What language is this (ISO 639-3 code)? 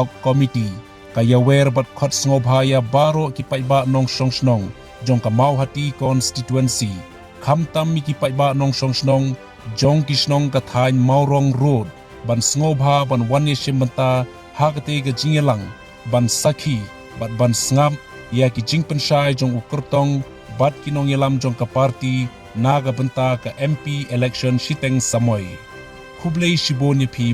kha